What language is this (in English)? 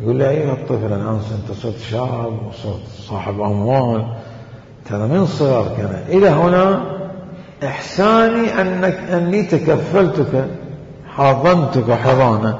Mesopotamian Arabic